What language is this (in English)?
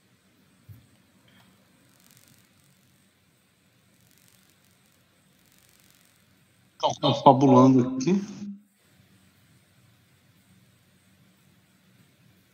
Portuguese